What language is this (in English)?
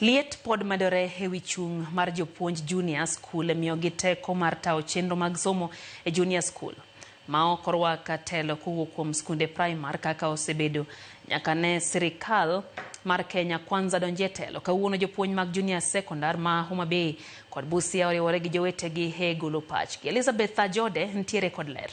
Luo (Kenya and Tanzania)